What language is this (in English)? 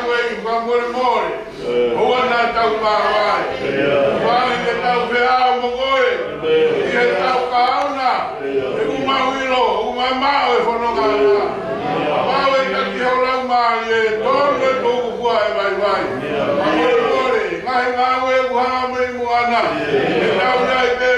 Tongan